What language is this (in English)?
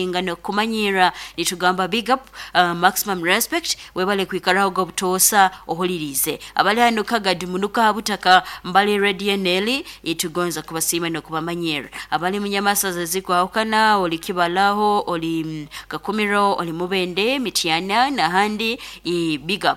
Nyoro